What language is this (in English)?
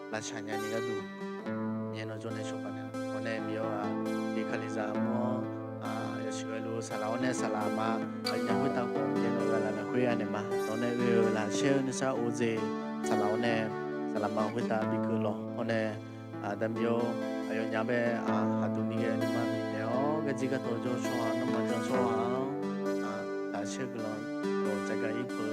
Akha